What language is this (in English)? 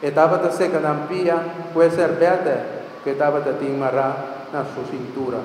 Papiamento